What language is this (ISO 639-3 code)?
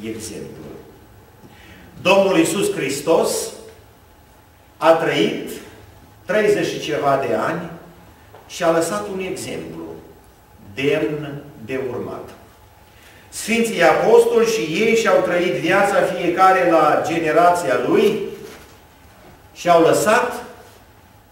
ron